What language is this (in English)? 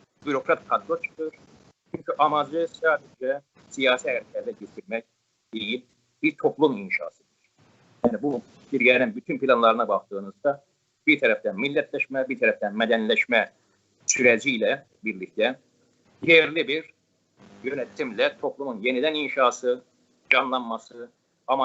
South Azerbaijani